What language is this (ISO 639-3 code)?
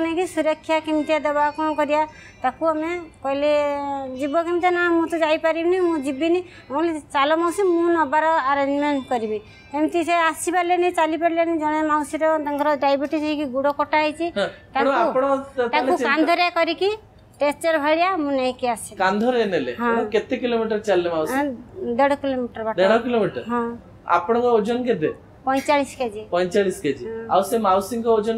ori